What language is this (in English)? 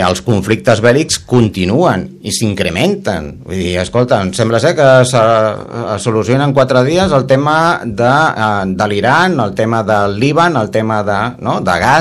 Catalan